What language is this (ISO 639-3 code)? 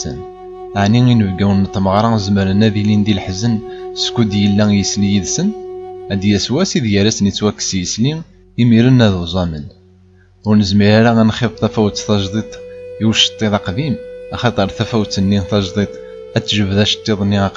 kab